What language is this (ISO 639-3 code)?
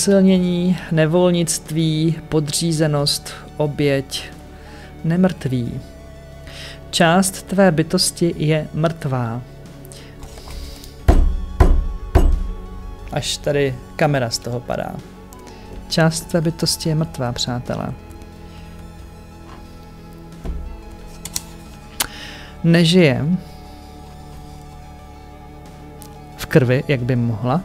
ces